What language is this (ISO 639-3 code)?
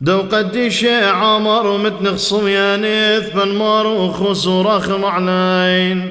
syc